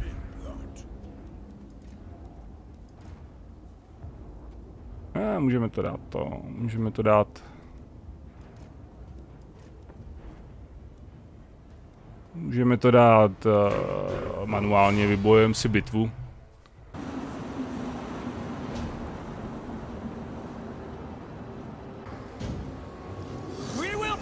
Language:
Czech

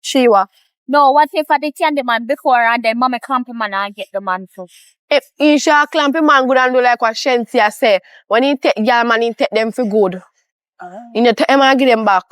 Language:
Jamaican Creole English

